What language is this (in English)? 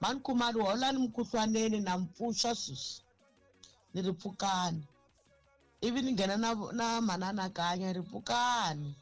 Tsonga